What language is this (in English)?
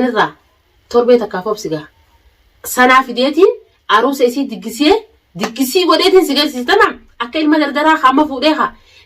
Oromo